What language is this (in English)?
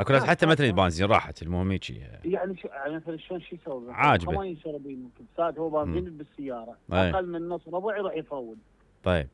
Mesopotamian Arabic